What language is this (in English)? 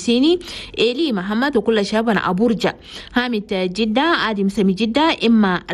Chadian Arabic